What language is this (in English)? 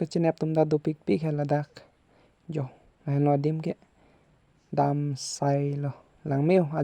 Karbi